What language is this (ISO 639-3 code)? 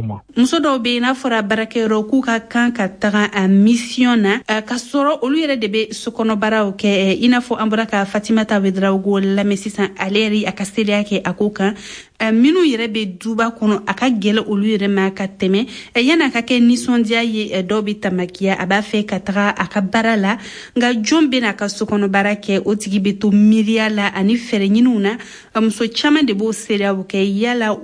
bam